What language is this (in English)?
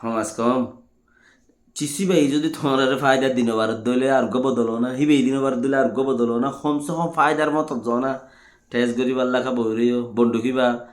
Rohingya